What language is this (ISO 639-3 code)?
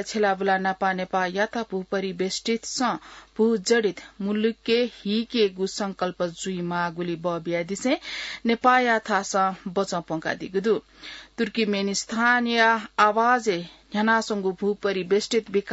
new